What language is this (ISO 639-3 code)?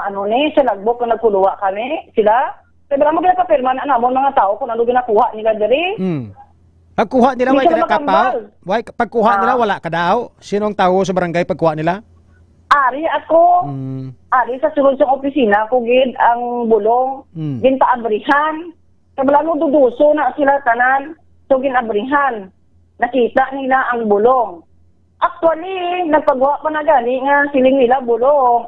hil